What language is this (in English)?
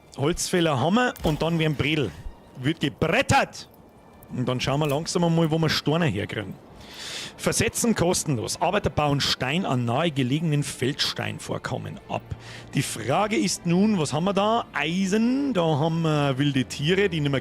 Bavarian